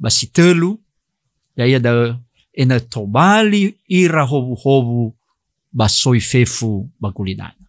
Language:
Nias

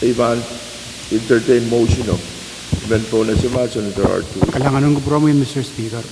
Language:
Pohnpeian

